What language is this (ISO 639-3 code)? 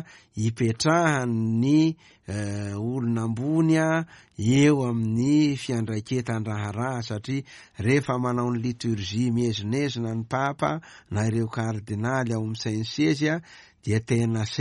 mlg